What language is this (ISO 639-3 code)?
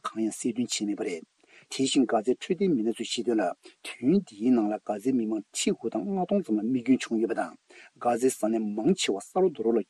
bod